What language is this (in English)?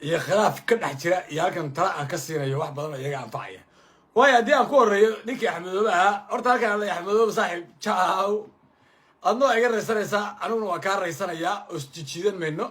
Somali